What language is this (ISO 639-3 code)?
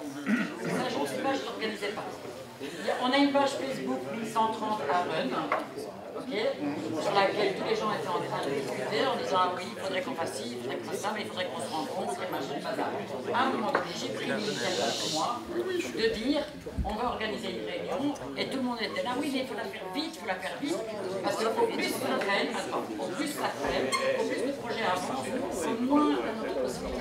fra